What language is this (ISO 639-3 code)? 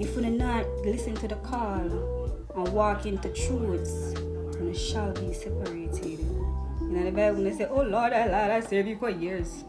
jam